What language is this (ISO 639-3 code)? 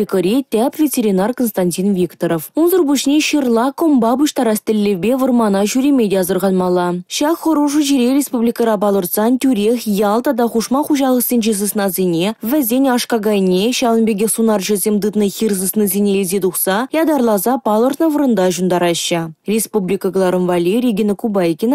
chv